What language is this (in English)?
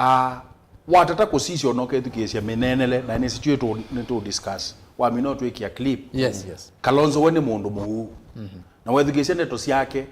Kamba